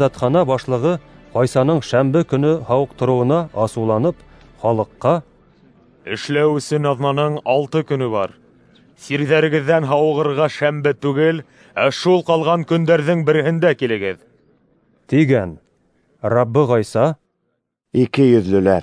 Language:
Bashkir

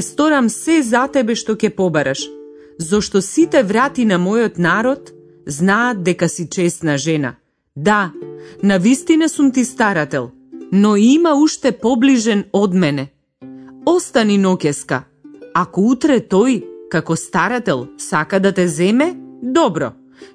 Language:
Macedonian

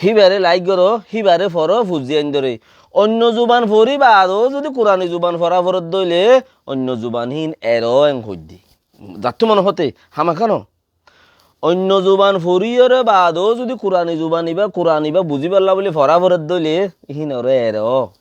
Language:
Rohingya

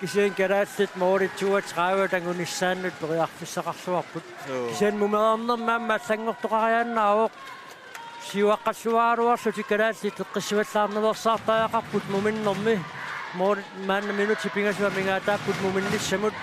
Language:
Kalaallisut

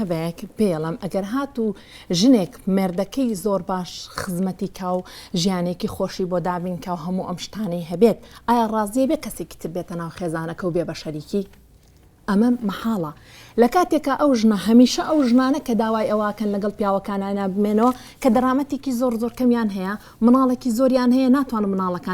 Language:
Central Kurdish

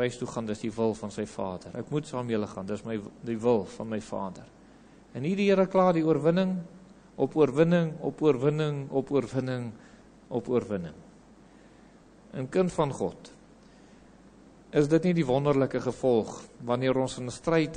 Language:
Afrikaans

